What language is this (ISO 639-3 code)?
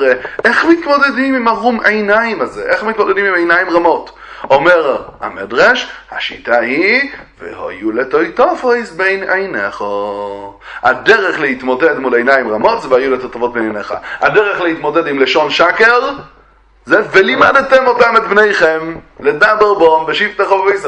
heb